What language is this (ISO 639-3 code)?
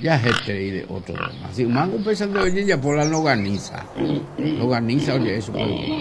grn